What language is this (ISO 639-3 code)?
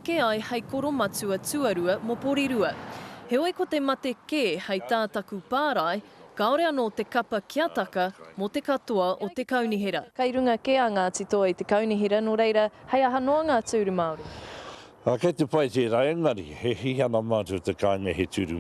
mri